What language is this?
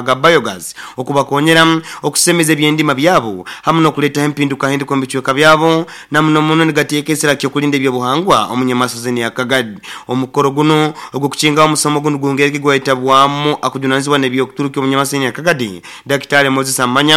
Nyoro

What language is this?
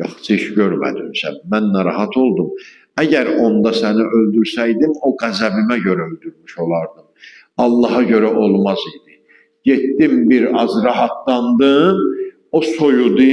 Azerbaijani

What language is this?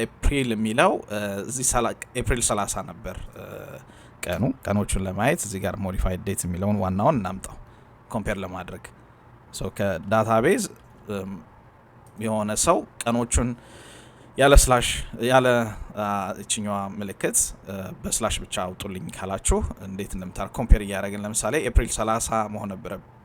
Amharic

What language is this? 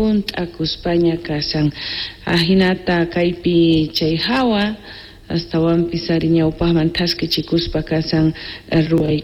South Bolivian Quechua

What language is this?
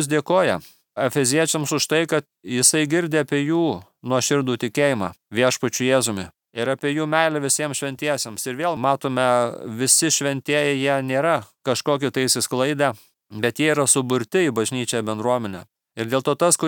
Lithuanian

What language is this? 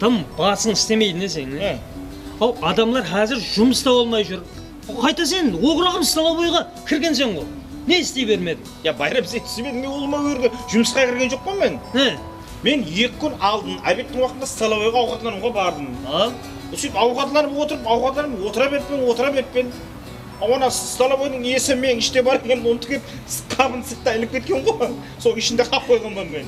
Kara-Kalpak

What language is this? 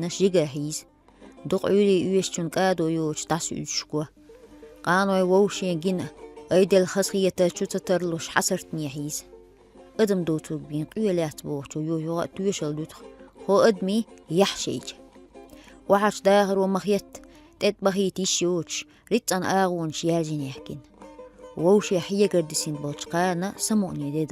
Chechen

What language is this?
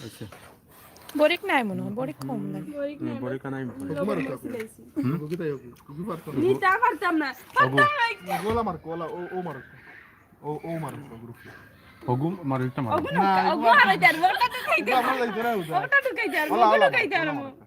Sylheti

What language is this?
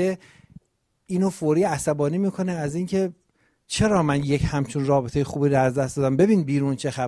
Persian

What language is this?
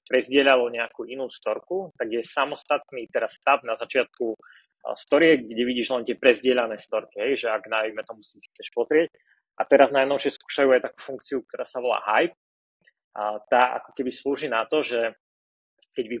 Slovak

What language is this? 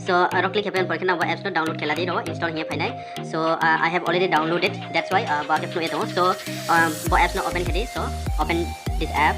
Riang (India)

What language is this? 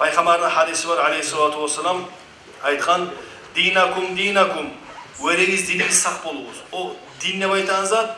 Kumyk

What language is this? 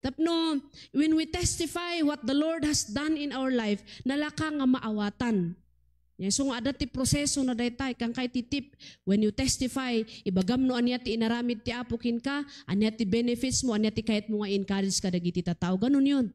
Iloko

